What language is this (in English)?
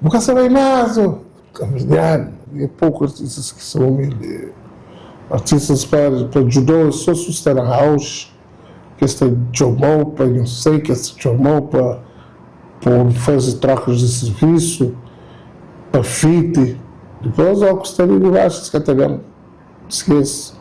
Kabuverdianu